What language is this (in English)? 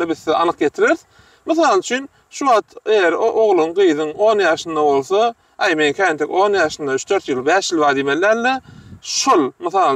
Turkmen